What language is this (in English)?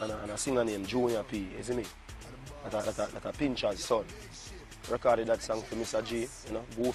Jamaican Creole English